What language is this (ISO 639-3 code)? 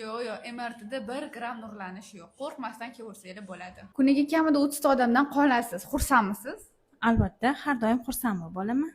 uzb